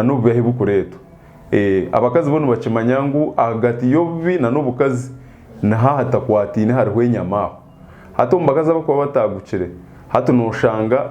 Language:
Nyankole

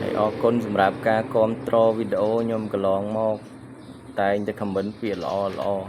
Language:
Khmer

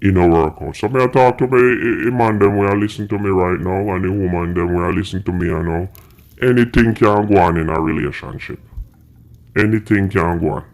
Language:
Jamaican Creole English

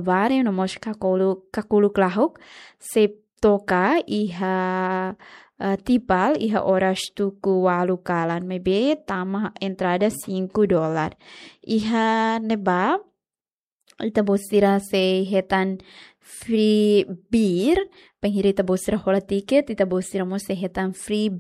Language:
Tetum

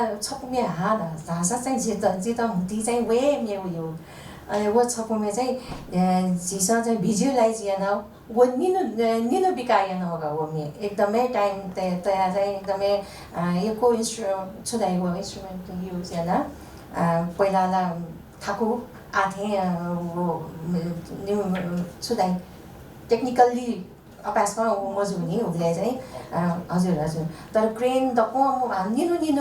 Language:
Newari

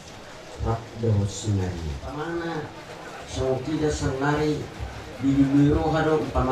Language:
Batak Toba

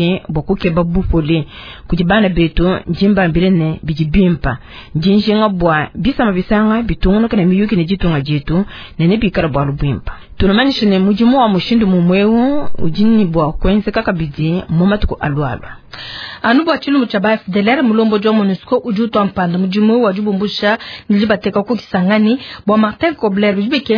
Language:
Luba-Lulua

